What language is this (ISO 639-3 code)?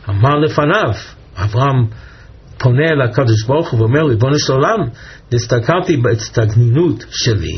heb